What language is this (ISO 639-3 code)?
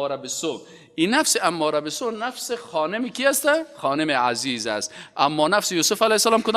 fas